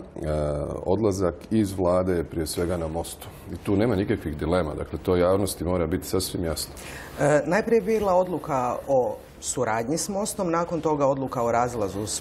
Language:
Croatian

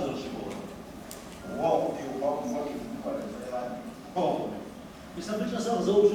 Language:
Kabardian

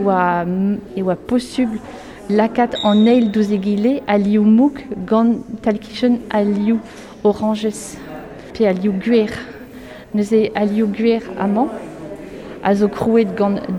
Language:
Breton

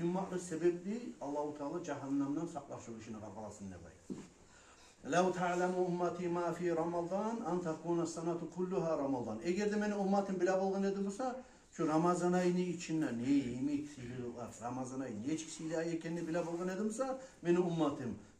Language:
Kumyk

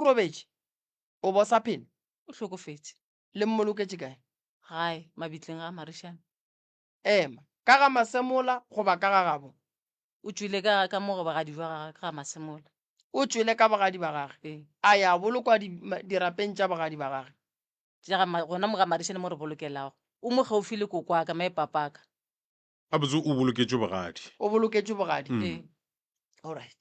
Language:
Northern Sotho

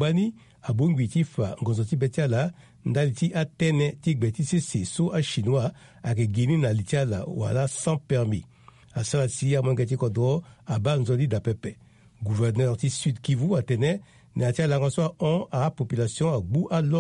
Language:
Sango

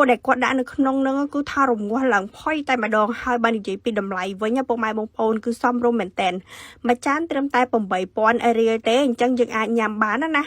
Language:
Khmer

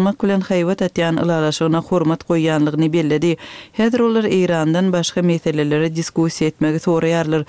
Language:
Turkmen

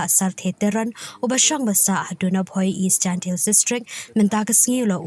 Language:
Khasi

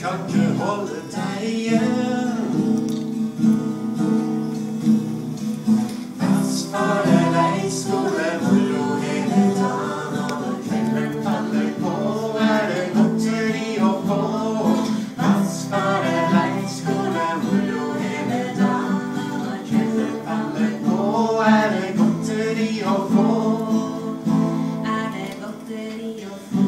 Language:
Norwegian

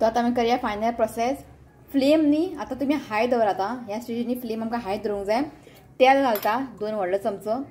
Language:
Konkani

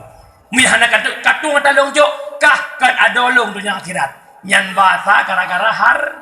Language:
Achinese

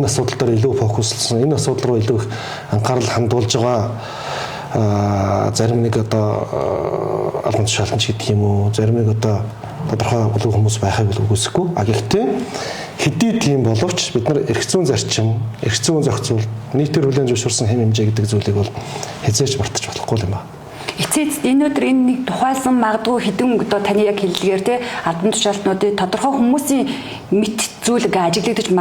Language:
Mongolian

